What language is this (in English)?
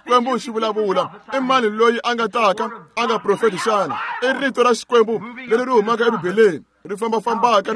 Tsonga